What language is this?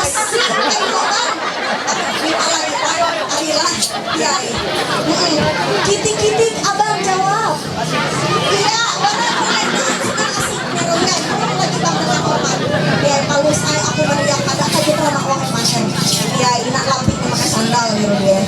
Ma'anyan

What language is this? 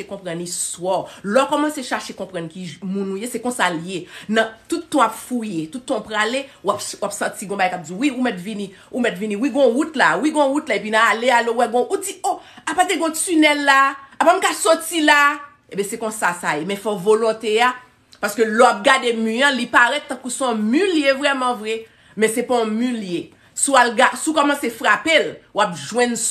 Haitian Creole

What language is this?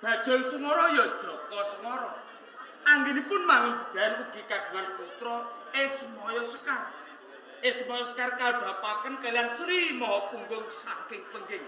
Javanese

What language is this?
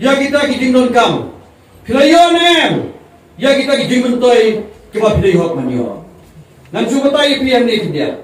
Khasi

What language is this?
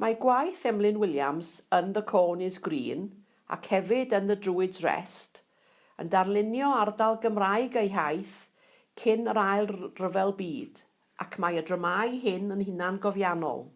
Welsh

